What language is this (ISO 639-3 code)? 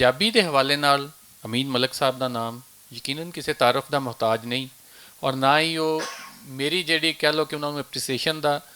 lah